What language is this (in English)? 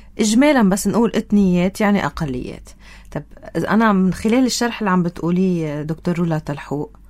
North Levantine Arabic